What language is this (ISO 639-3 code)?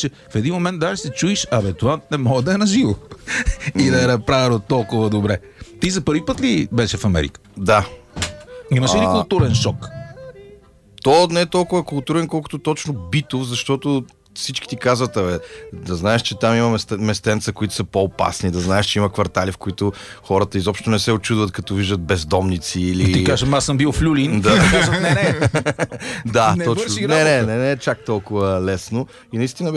bul